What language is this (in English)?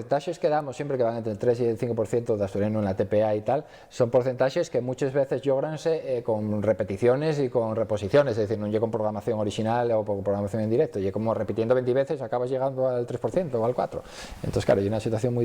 Asturian